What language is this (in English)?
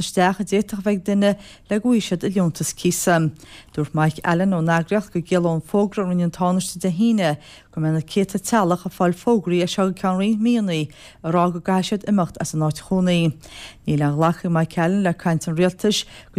Irish